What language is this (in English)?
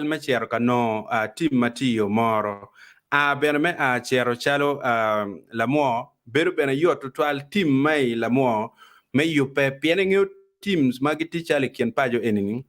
Acoli